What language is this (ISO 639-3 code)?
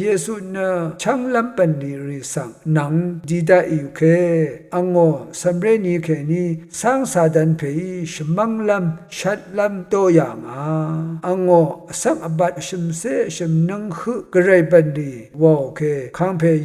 raw